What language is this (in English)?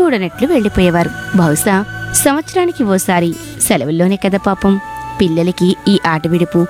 Telugu